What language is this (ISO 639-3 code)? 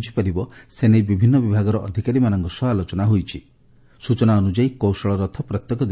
ori